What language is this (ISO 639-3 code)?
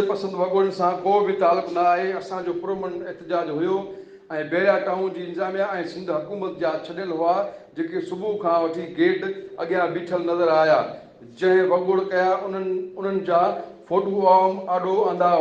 snd